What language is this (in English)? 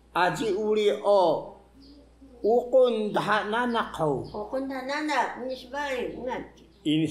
Taroko